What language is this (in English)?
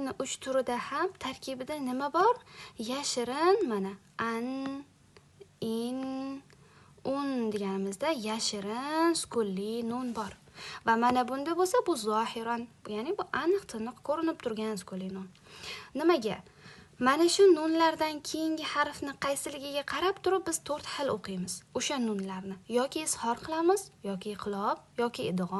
Uzbek